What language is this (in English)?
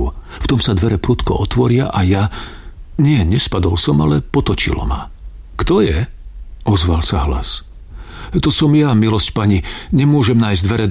Slovak